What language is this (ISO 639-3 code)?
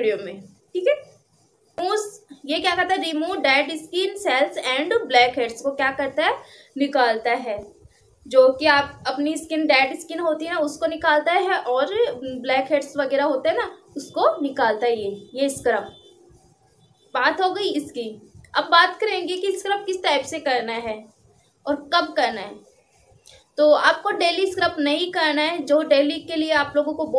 hin